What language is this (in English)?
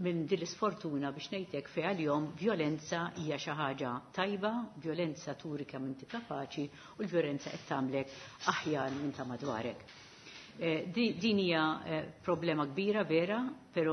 Maltese